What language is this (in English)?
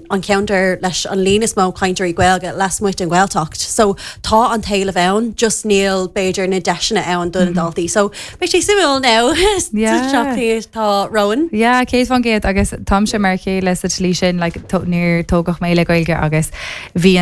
Irish